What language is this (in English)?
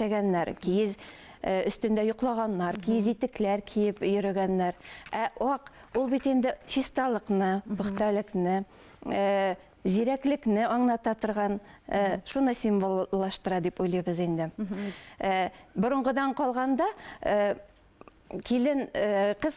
Bashkir